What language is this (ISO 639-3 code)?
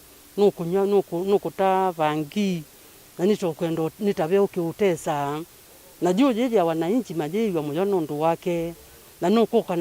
kam